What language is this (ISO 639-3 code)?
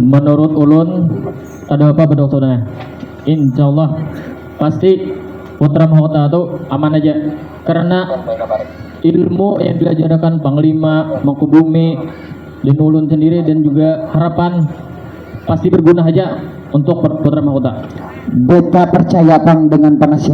bjn